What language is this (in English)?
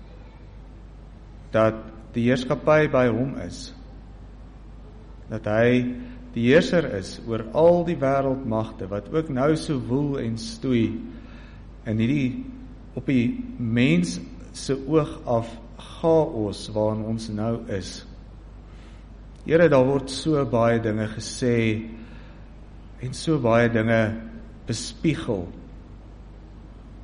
Afrikaans